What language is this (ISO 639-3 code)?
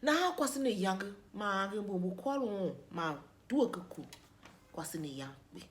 tiv